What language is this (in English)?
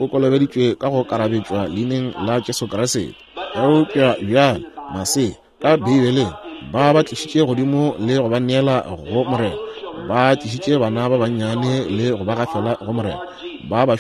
Northern Sotho